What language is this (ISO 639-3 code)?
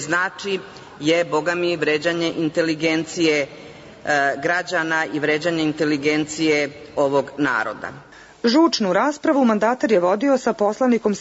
srp